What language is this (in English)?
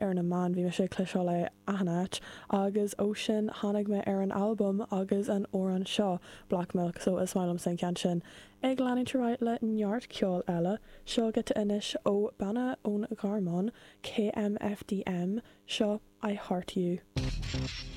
Irish